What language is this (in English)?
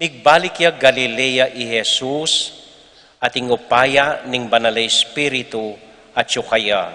Pampanga